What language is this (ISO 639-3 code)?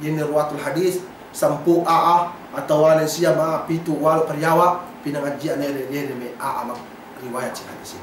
yka